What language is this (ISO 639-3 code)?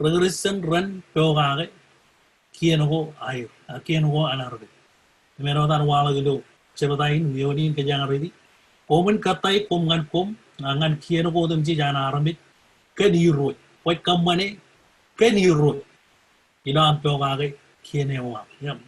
mah